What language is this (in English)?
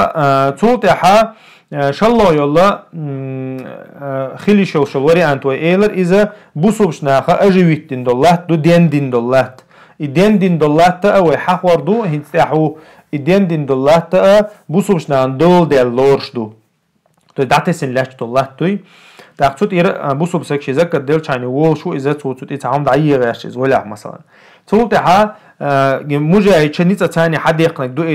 Chechen